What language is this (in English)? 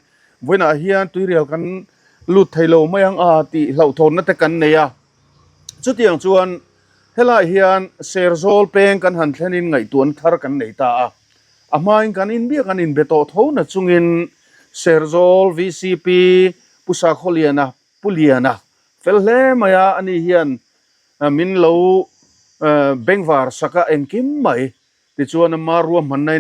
Mizo